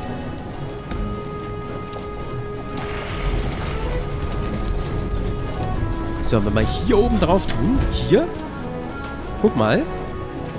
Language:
German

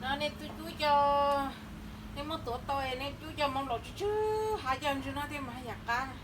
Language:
Hmong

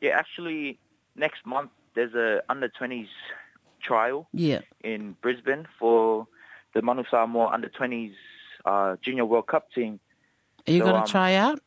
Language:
Samoan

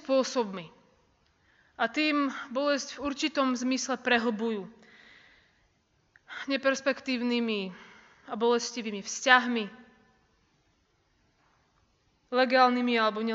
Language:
Slovak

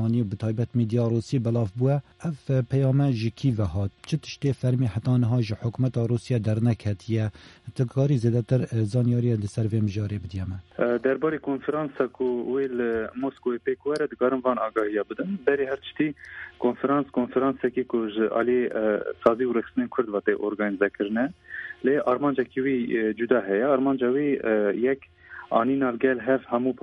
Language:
Kurdish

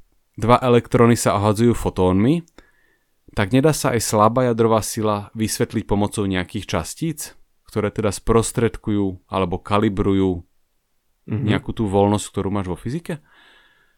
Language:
Slovak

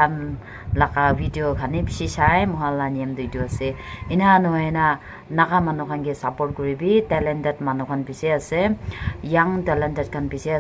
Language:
Naga Pidgin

